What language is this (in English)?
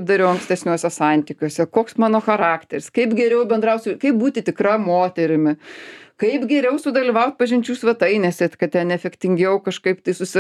Lithuanian